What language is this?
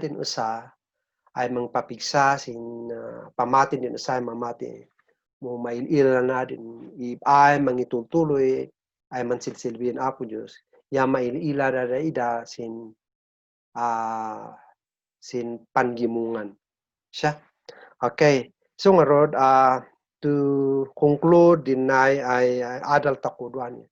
Kankanaey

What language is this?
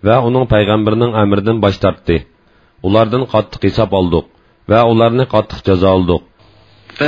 Uyghur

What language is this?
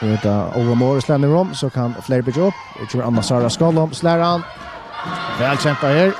Faroese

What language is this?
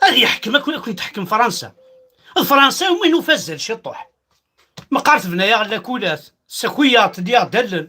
Kabyle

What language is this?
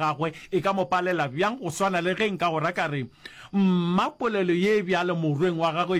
Northern Sotho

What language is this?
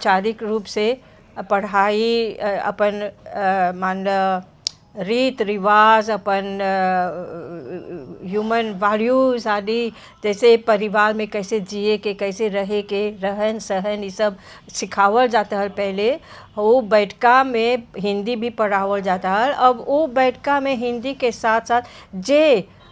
Bhojpuri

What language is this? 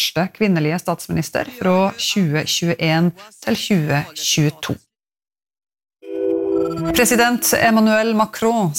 Norwegian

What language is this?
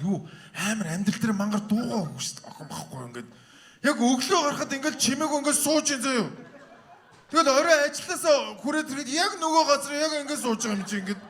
Mongolian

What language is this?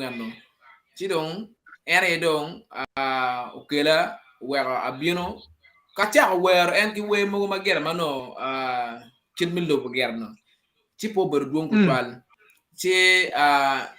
Acoli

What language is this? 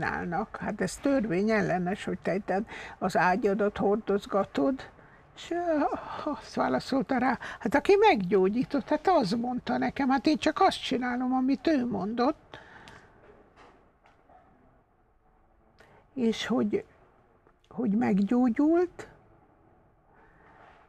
Hungarian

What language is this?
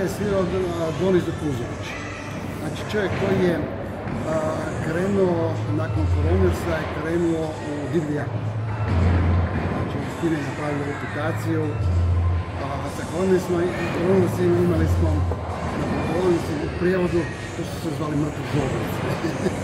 Croatian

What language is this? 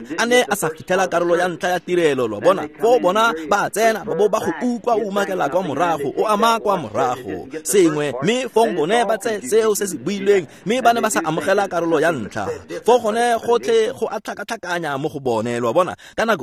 Tswana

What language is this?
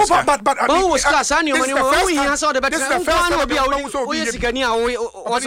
Akan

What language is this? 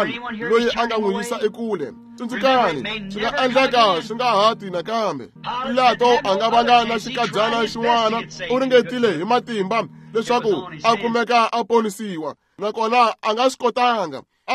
Tsonga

